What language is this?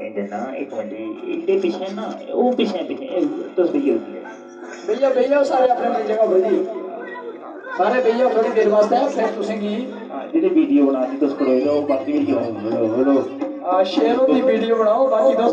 Dogri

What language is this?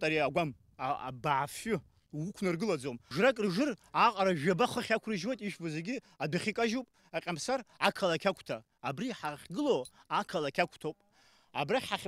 Abkhazian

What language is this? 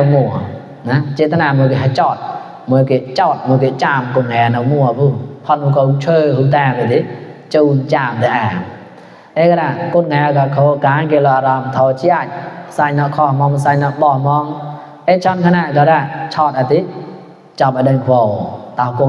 Mon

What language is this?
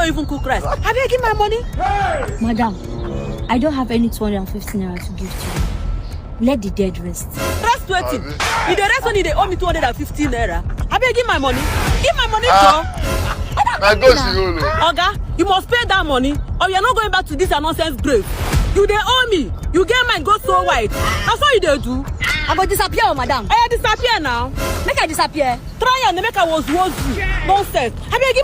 Nigerian Pidgin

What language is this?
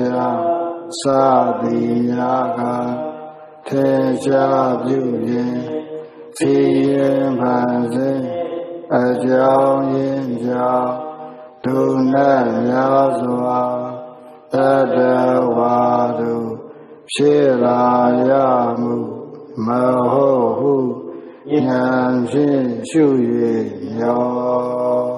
Burmese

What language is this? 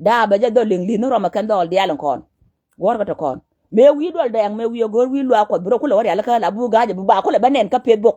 Nuer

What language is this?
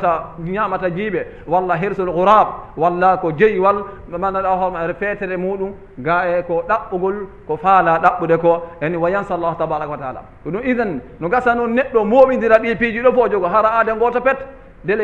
Fula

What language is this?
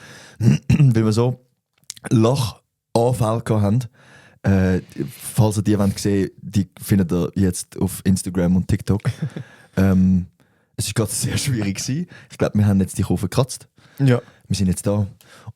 Swiss German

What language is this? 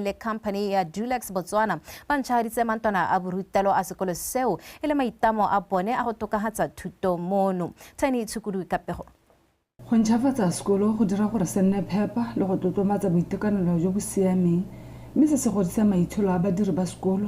Tswana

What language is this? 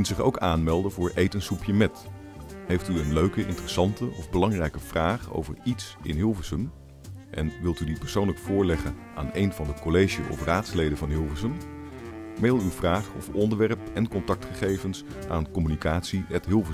Dutch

